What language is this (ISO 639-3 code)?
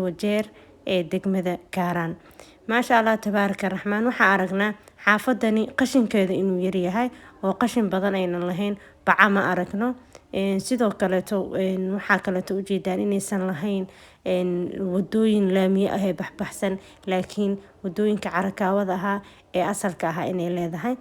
som